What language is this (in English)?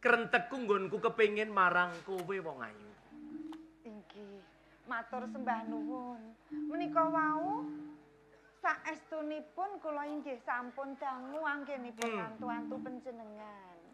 Javanese